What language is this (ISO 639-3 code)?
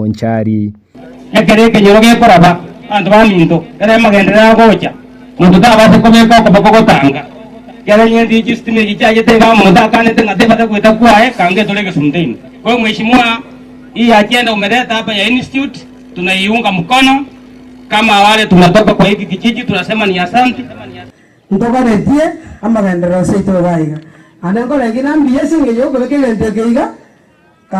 guz